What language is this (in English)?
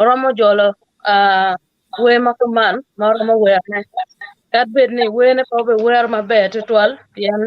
Acoli